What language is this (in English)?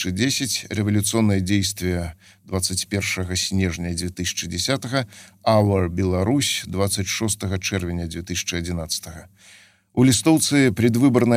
Belarusian